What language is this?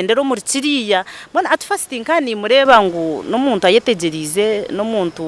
Nyankole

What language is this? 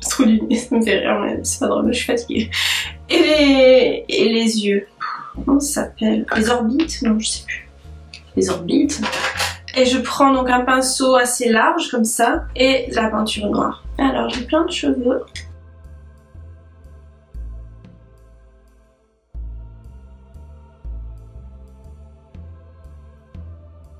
French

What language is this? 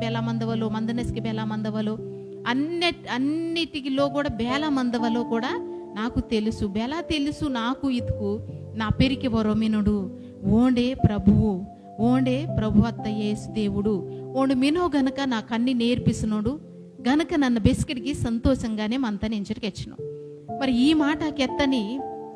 Koya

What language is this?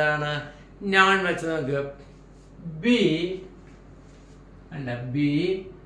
Malayalam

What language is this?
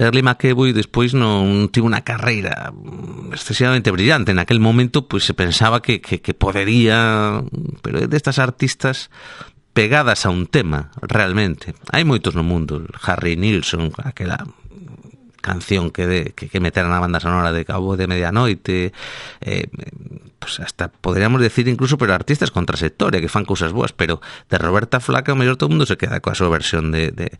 Galician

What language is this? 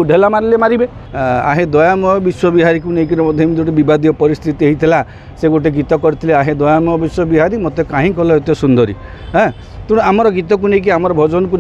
Odia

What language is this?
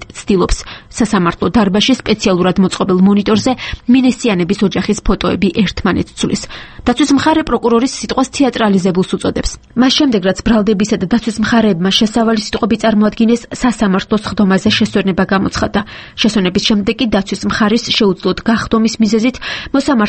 Georgian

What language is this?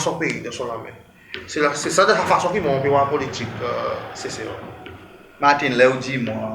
Seselwa Creole French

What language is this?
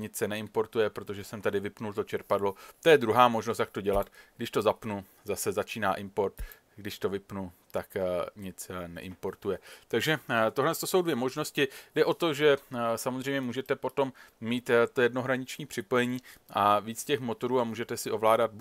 Czech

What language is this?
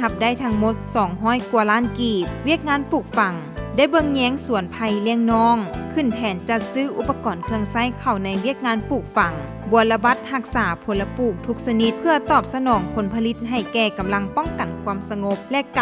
Lao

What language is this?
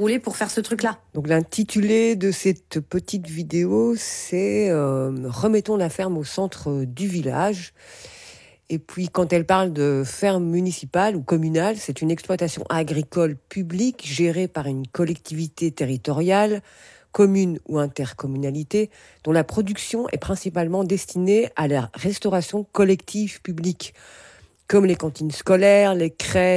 French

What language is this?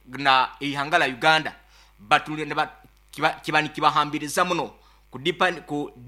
Nyankole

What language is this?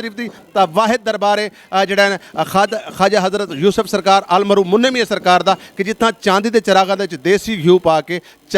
Saraiki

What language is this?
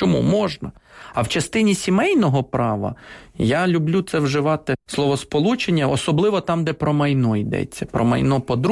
Ukrainian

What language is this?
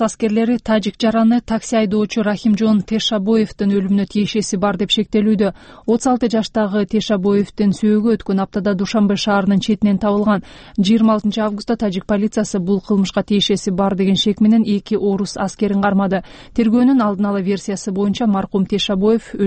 Kyrgyz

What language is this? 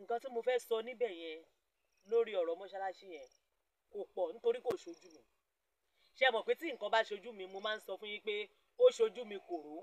Yoruba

